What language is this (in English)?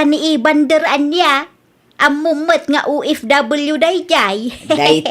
Iloko